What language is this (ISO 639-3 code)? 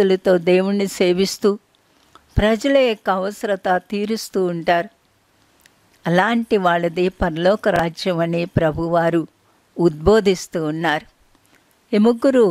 tel